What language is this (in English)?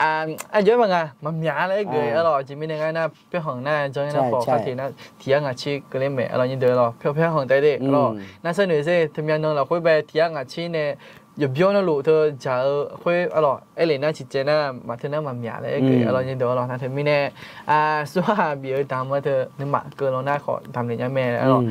Akha